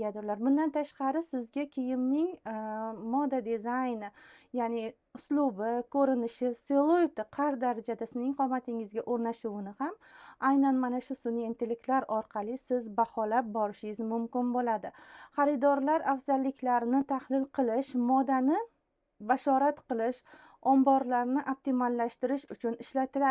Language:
Uzbek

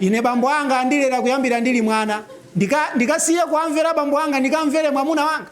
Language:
Nyanja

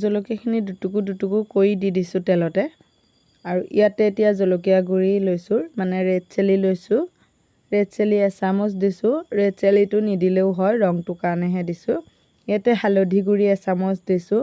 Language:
Assamese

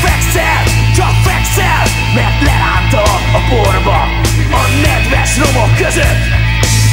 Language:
Hungarian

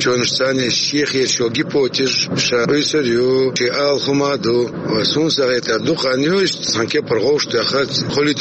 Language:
Chechen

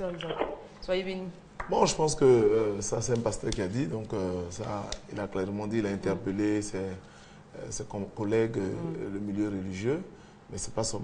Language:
French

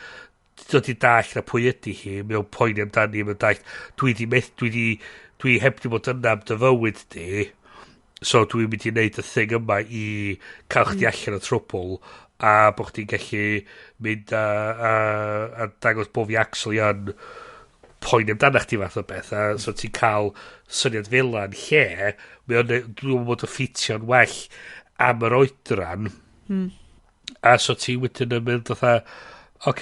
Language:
Welsh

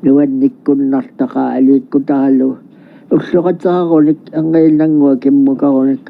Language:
Kalaallisut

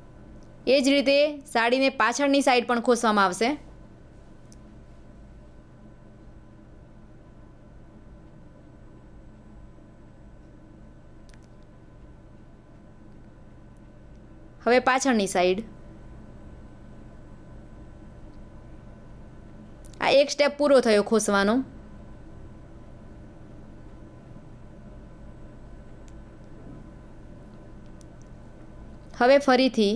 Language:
Gujarati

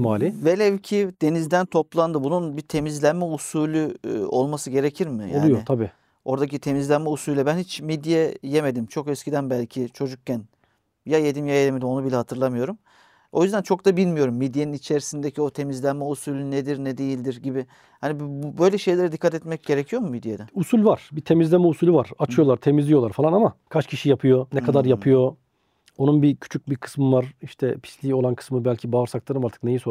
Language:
Turkish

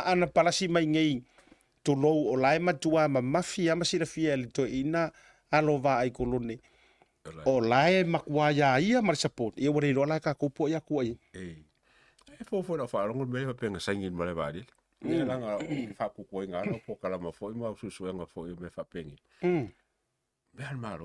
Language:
Samoan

